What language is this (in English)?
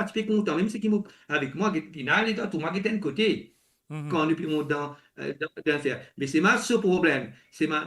Morisyen